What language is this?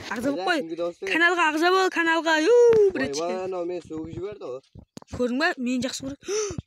Kara-Kalpak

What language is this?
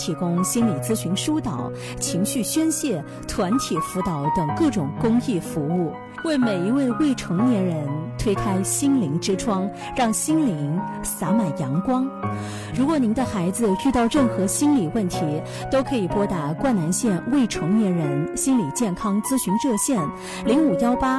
Chinese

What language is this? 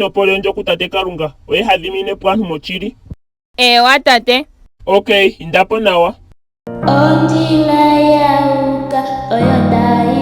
Ndonga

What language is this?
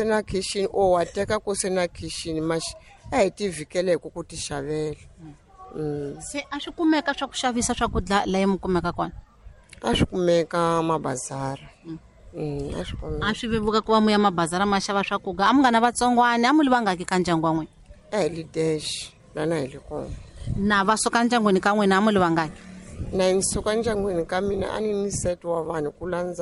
Tsonga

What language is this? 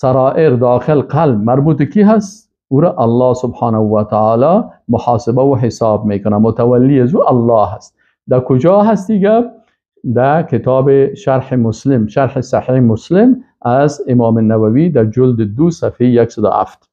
Persian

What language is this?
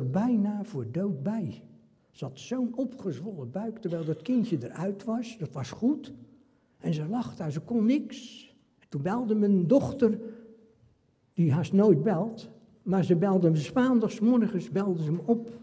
Dutch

